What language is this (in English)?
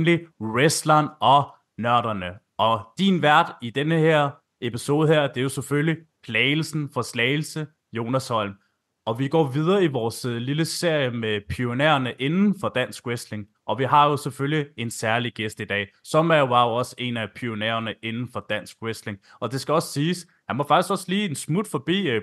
Danish